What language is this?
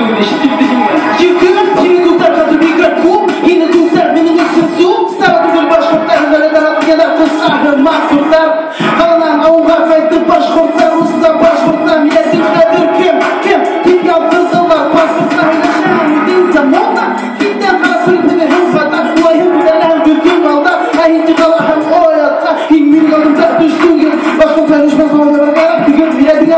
Bashkir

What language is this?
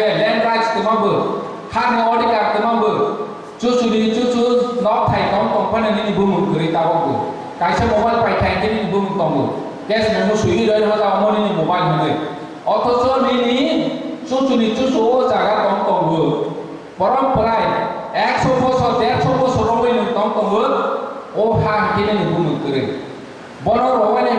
Kok Borok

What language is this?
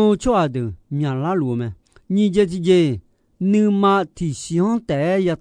Akha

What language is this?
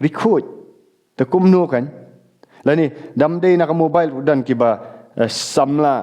Khasi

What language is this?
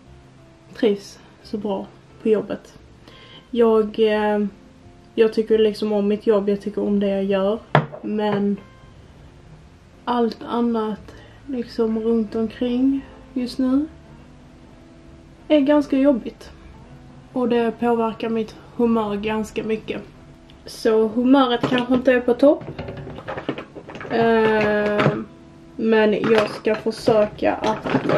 Swedish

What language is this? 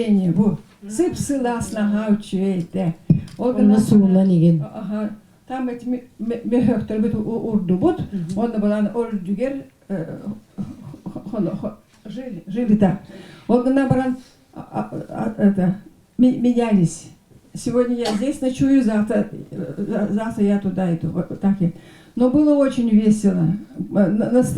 Yakut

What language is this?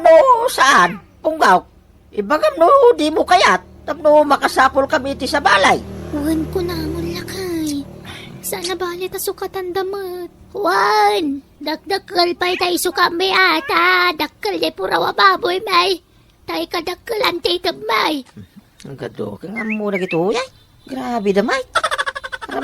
Iloko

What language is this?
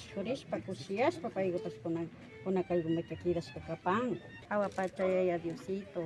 Imbabura Highland Quichua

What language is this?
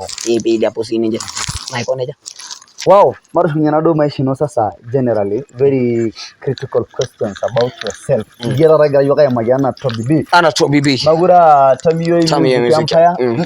Masai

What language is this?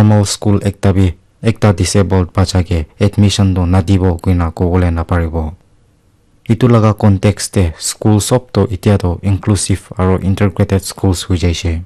Naga Pidgin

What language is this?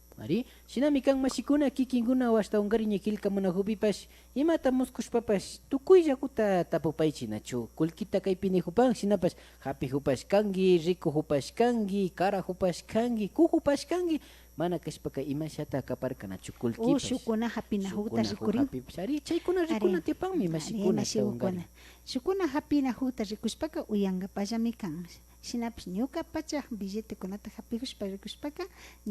Imbabura Highland Quichua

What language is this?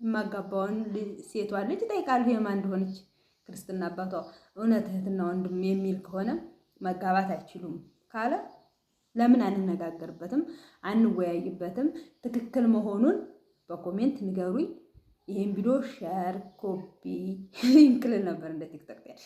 Amharic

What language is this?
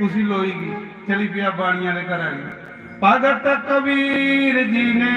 Dogri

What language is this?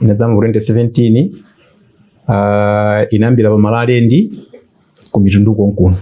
Nyanja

